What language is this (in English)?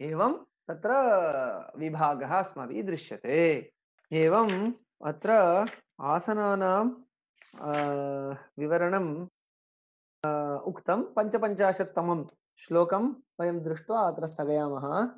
Sanskrit